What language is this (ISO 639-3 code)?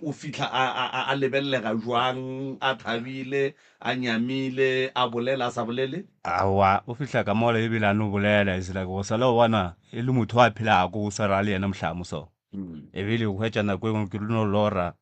nso